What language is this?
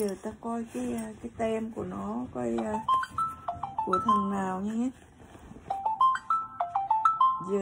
Vietnamese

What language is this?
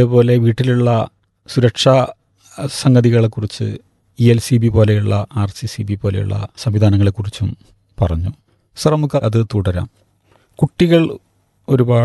Malayalam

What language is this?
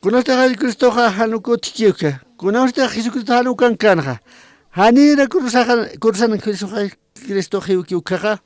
Aymara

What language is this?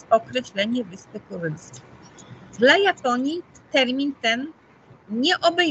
Polish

